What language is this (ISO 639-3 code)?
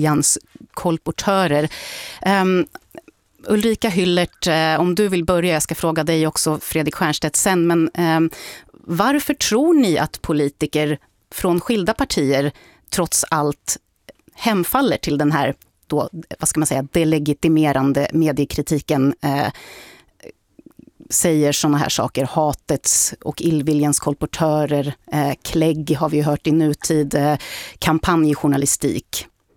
swe